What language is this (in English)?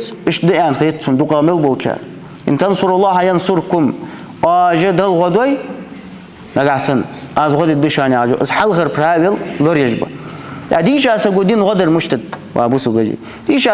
Ingush